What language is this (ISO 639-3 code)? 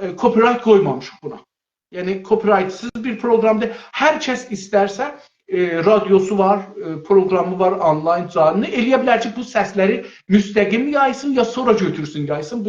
azb